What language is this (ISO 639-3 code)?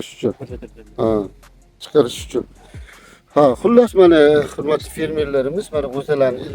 uzb